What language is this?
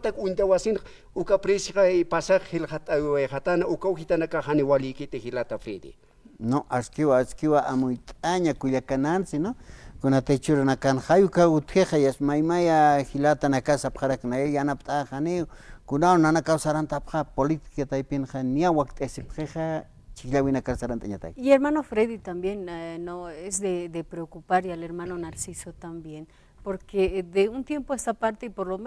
Aymara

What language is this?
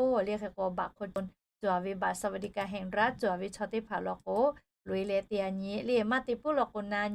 Lahu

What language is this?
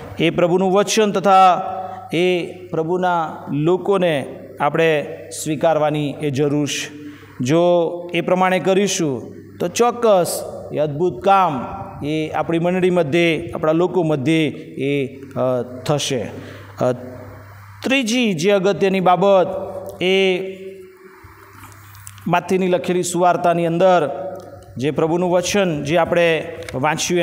Gujarati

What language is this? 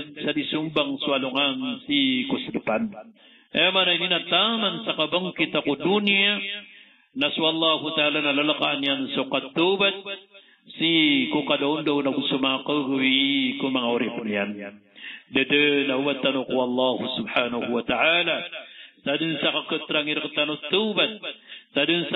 Maranao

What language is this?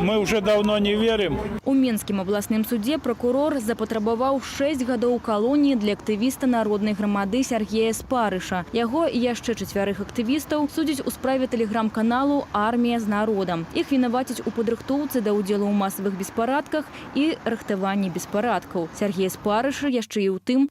Belarusian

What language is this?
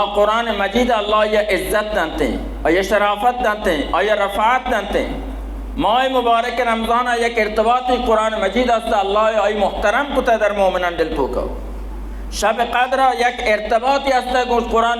Baluchi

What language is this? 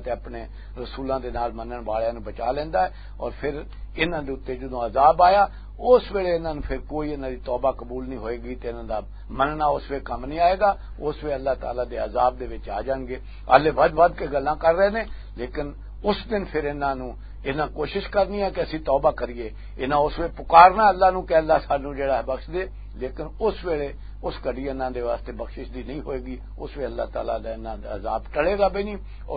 Western Panjabi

